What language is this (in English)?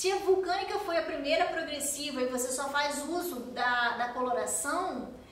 Portuguese